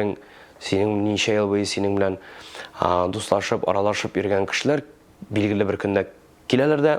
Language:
Tatar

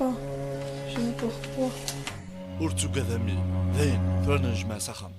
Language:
Kabyle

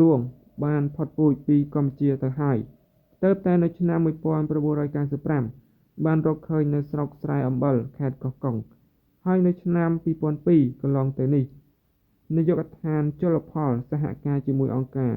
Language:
Khmer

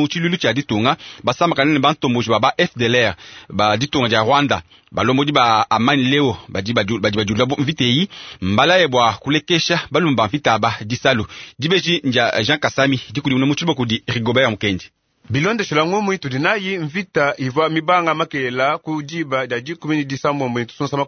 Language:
Luba-Lulua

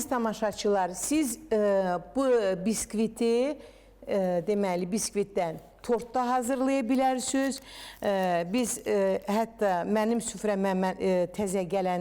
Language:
Azerbaijani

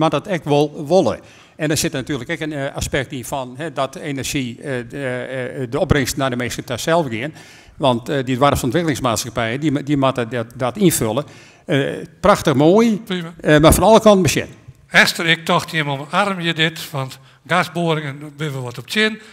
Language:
Western Frisian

